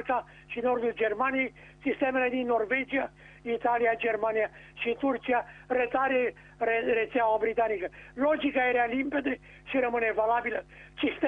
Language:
Romanian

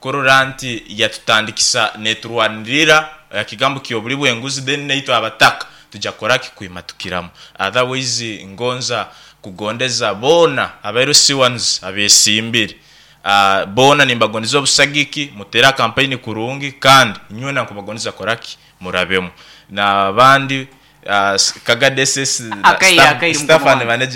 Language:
Nyoro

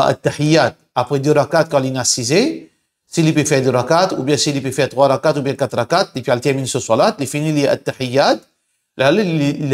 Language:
Morisyen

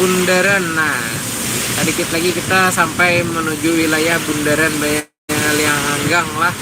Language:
Banjar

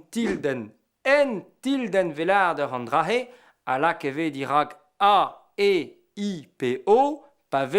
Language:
Breton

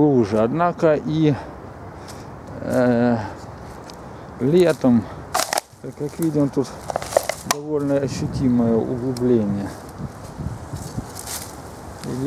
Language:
Russian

